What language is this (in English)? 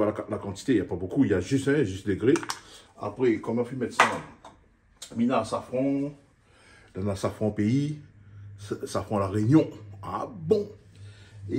Réunion Creole French